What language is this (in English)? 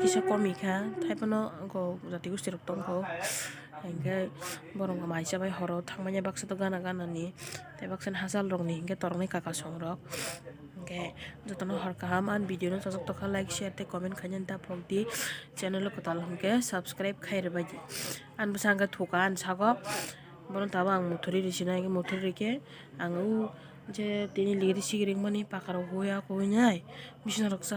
Kok Borok